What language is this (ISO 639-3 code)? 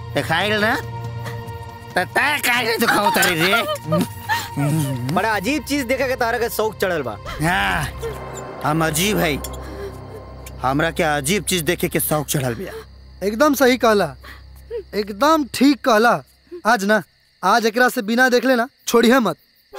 bho